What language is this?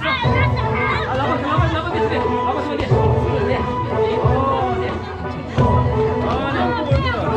Tibetan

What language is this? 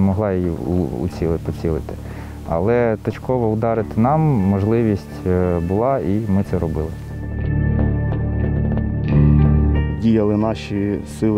Ukrainian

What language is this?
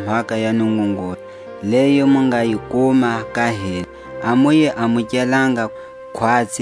Tswa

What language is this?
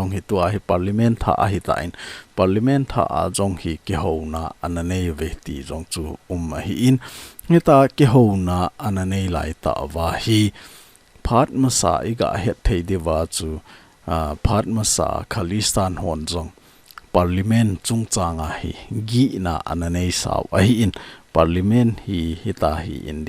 Thado Chin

